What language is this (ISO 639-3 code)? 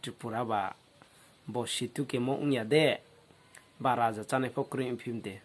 ria